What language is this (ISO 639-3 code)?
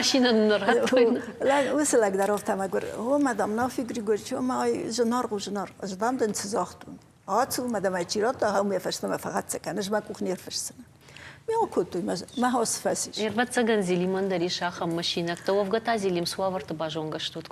oss